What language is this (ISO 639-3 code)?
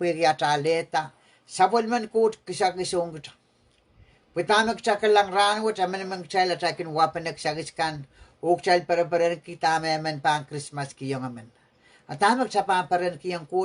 pon